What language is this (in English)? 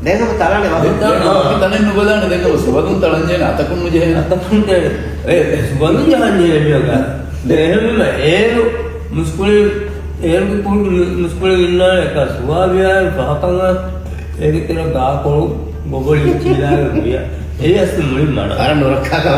Divehi